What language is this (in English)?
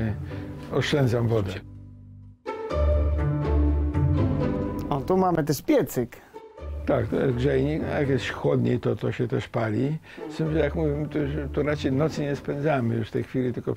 Polish